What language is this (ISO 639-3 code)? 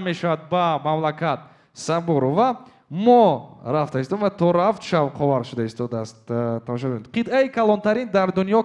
tgk